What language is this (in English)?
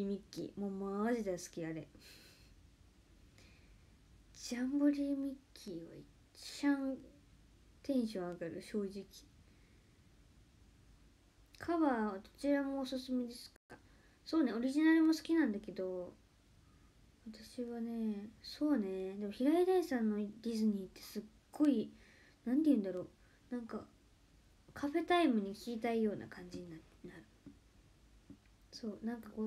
Japanese